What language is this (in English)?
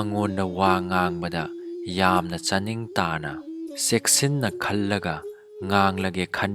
Manipuri